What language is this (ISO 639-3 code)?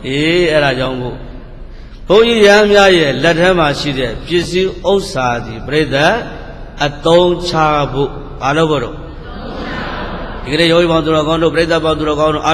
mya